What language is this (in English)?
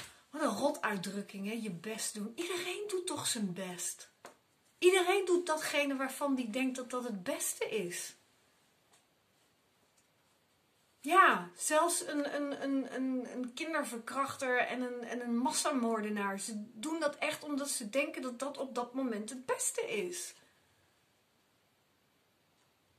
Dutch